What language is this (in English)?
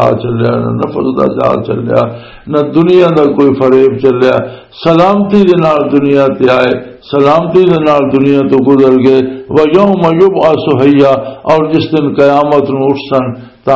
Western Panjabi